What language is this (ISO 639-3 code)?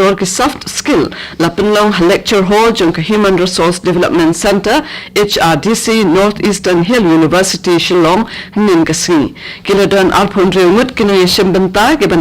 kha